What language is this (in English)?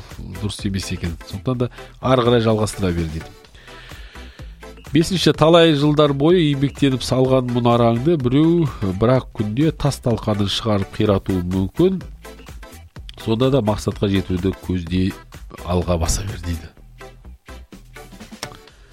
Kazakh